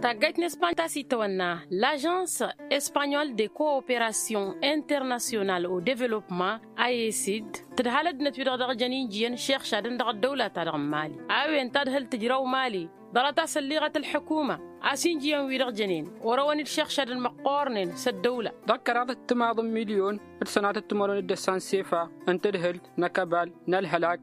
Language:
Tamasheq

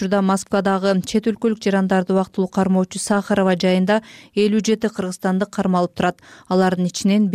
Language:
Kyrgyz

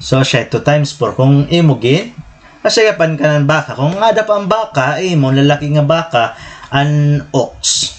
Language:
Waray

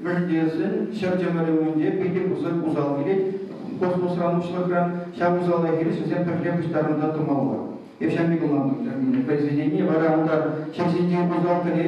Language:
Chuvash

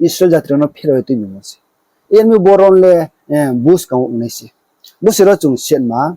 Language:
Riang (India)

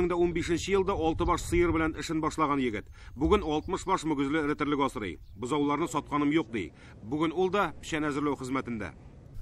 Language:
Tatar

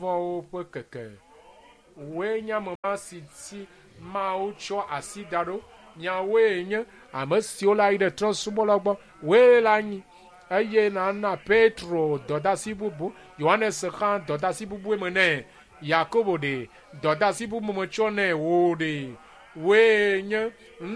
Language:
Ewe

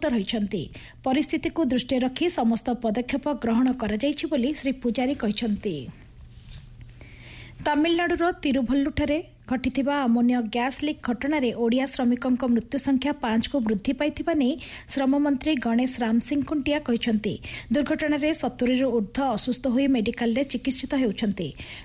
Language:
Odia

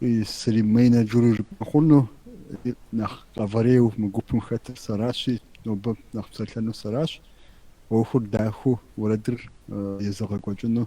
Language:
Kabardian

